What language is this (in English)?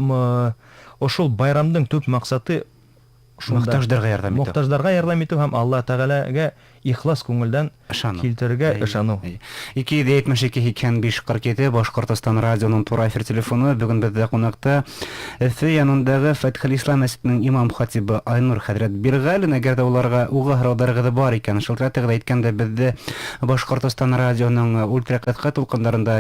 Bashkir